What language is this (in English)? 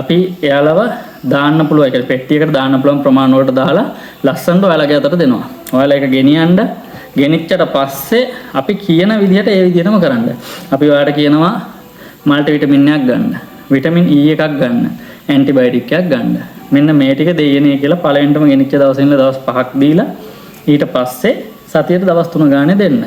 Sinhala